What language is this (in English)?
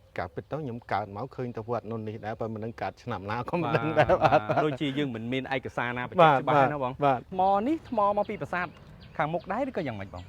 Khmer